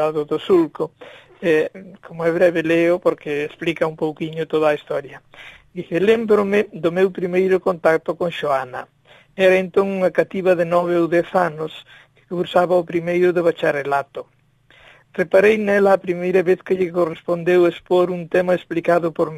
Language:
Galician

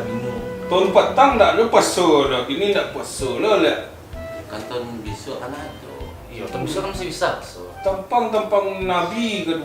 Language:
Minangkabau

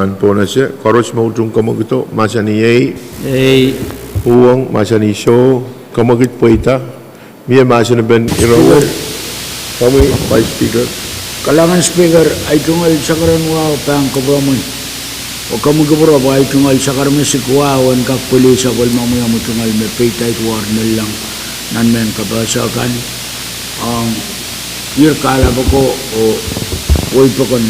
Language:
Pohnpeian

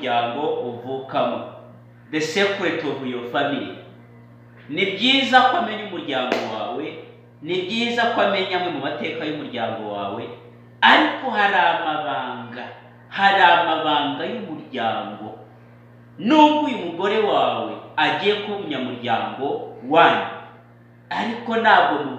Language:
Kinyarwanda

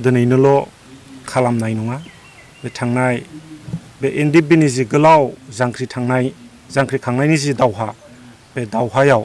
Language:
Bodo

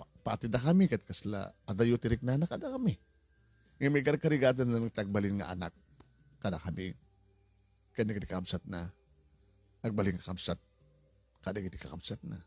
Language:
Iloko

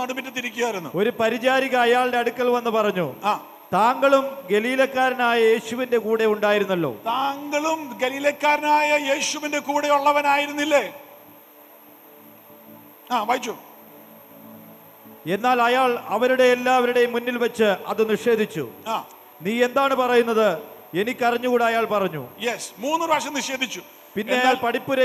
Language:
Malayalam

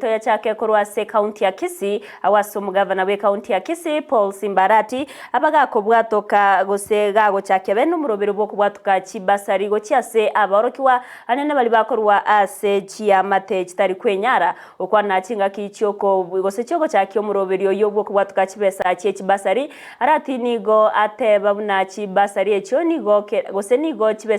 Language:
Gusii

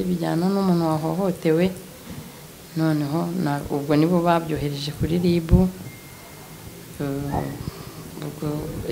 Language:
Kinyarwanda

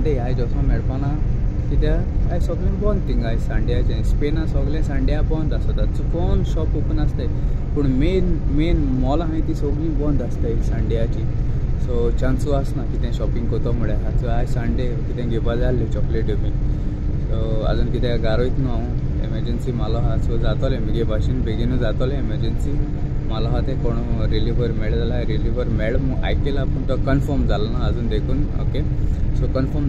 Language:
Konkani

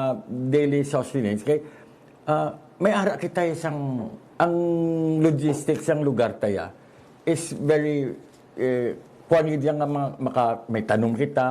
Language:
Hiligaynon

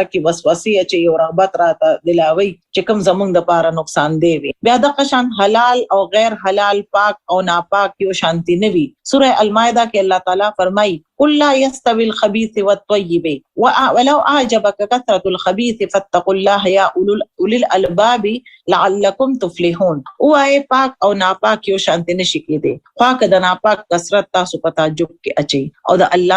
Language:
Pashto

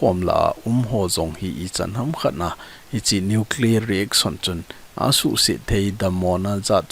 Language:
Thado Chin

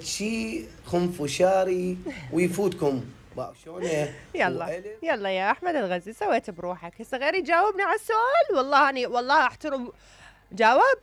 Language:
Mesopotamian Arabic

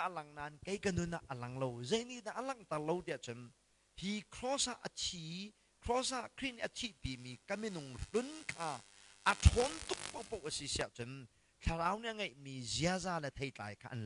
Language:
Hakha Chin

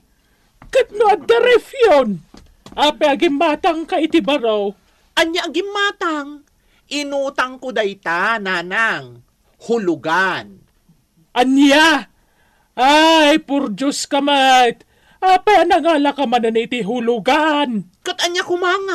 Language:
Iloko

